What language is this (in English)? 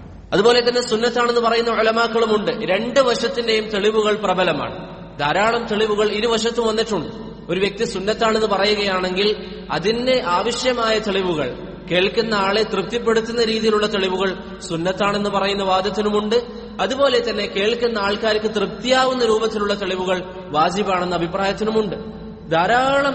Malayalam